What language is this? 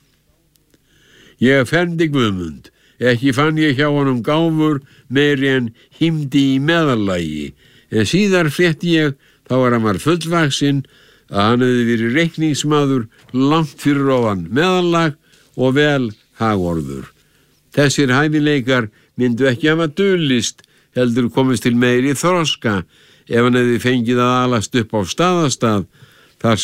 Icelandic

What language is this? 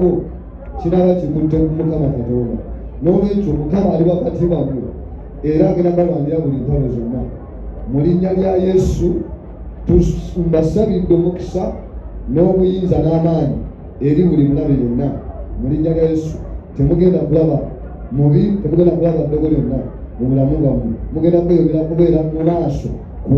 Ganda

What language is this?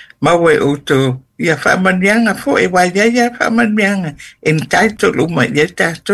Samoan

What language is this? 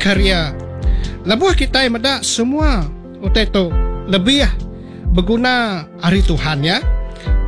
Iban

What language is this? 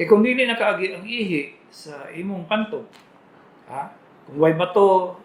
Cebuano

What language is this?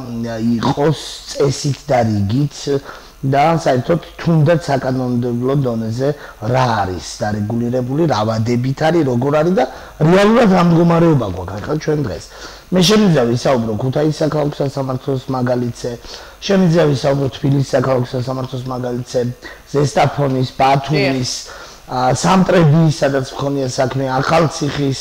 Georgian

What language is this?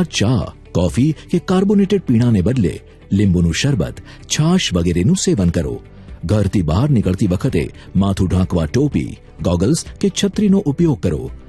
Gujarati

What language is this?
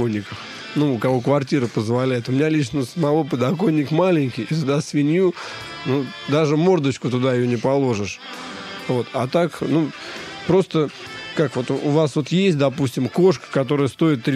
Russian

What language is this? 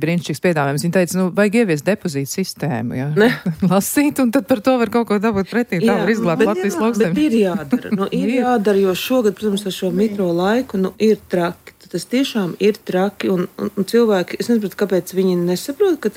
Latvian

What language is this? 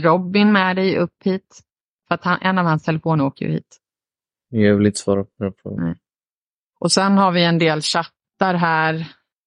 Swedish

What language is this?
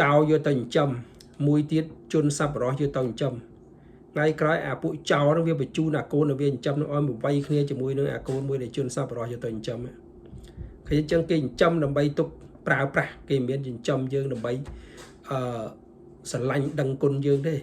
Khmer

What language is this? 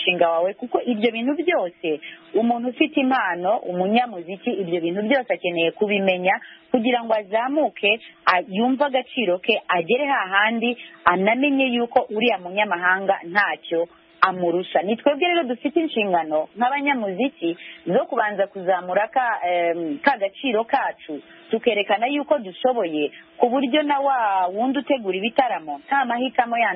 Kinyarwanda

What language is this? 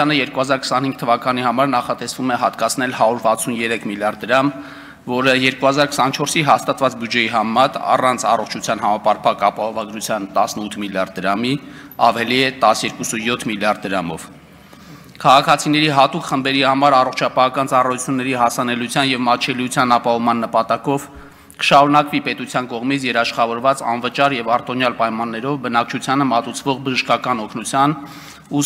Armenian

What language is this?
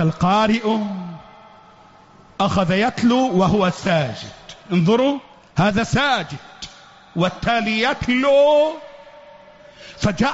Arabic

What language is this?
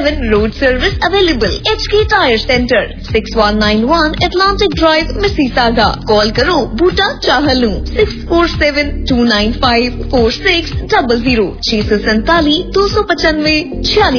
Punjabi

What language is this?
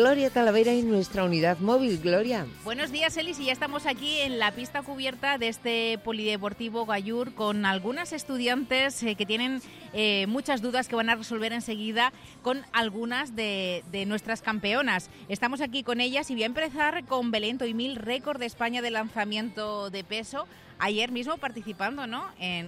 Spanish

